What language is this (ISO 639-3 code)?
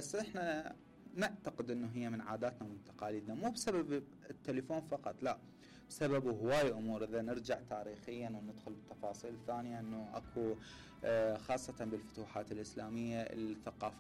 acm